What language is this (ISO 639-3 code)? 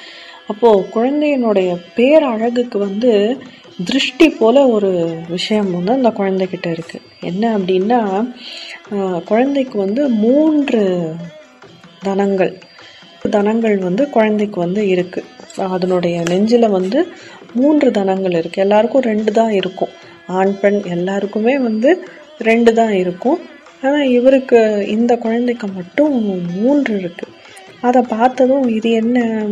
tam